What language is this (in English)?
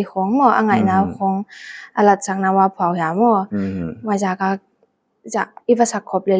Paite Chin